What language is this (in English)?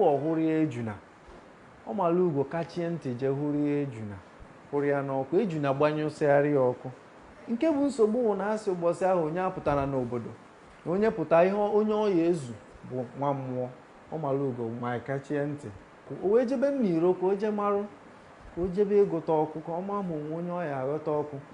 Igbo